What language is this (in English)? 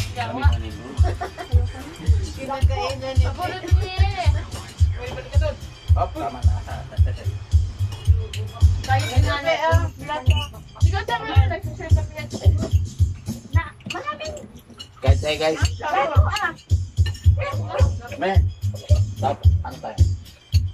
Filipino